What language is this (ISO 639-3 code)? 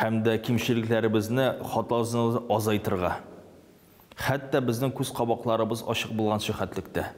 tat